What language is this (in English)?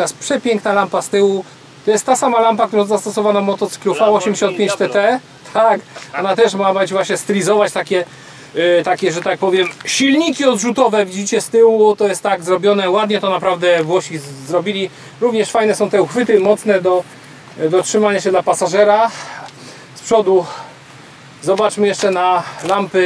Polish